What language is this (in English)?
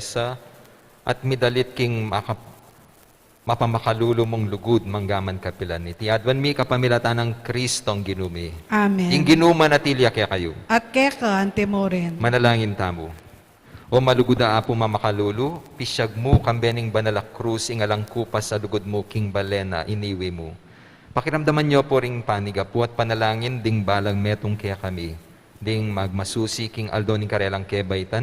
Pampanga